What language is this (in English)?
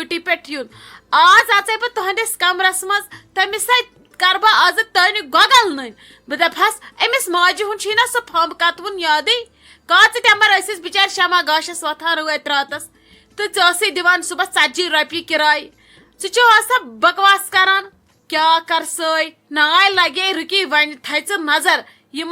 Kashmiri